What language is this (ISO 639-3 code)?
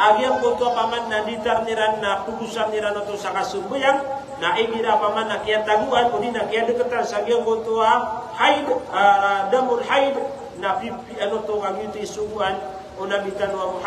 mrw